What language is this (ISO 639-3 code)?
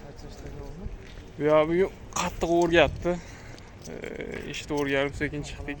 uzb